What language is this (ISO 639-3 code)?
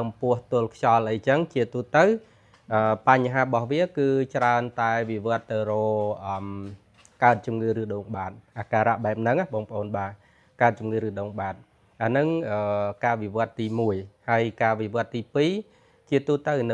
khm